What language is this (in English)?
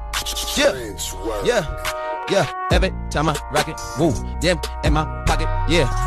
English